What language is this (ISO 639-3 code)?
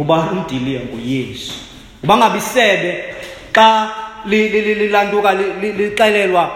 xho